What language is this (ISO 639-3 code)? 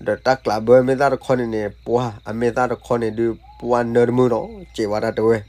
ksw